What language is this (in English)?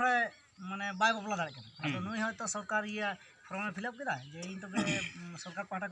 Santali